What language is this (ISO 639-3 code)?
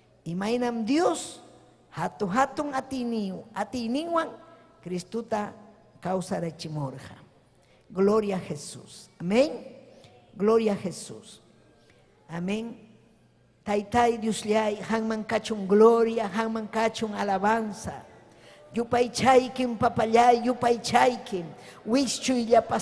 quy